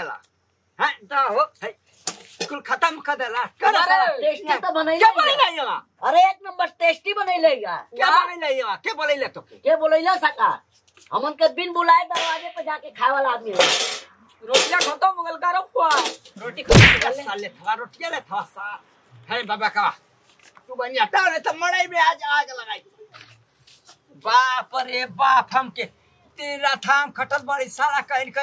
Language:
Bhojpuri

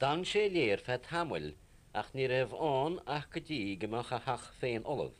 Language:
Irish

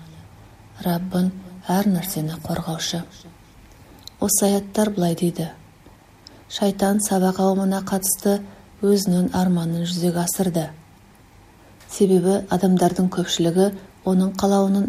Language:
Kazakh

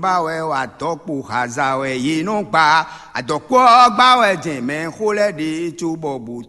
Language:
Fon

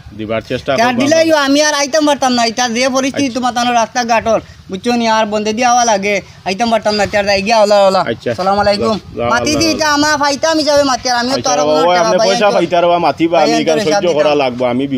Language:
Sylheti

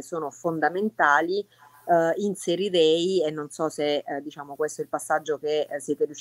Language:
Italian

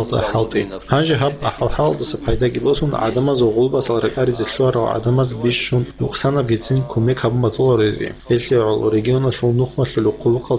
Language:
Avaric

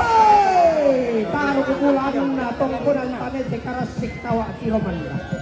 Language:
Toraja-Sa'dan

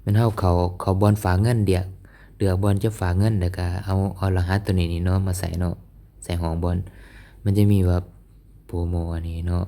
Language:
Lao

